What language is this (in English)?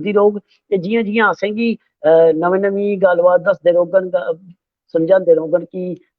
Dogri